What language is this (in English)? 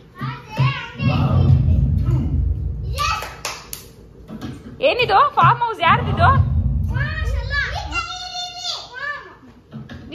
Kannada